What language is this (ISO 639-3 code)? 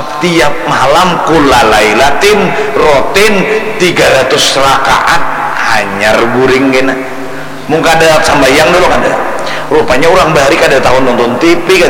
bjn